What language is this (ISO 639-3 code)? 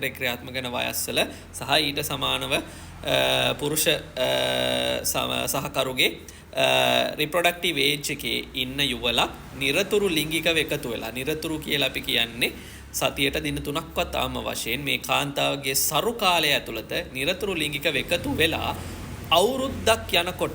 sin